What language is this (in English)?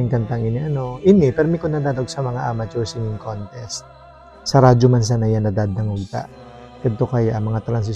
Bikol